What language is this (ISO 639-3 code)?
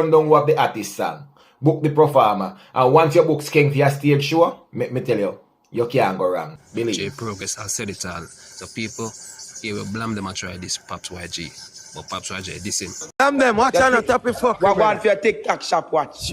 jam